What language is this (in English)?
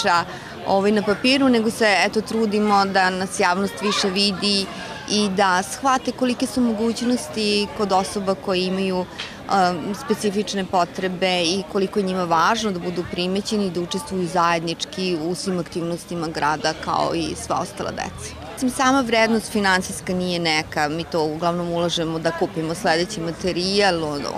Serbian